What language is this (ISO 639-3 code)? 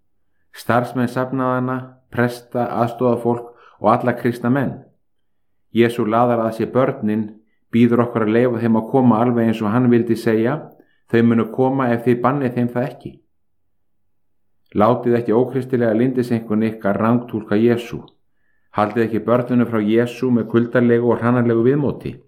isl